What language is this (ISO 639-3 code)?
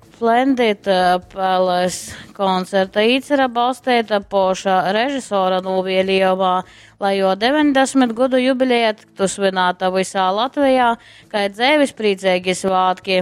ltg